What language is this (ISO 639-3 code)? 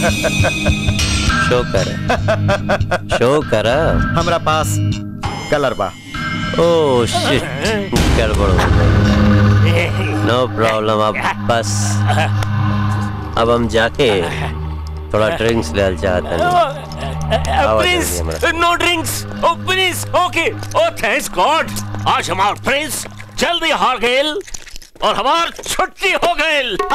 bho